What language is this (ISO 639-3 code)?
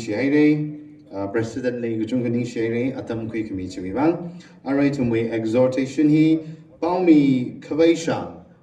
nmf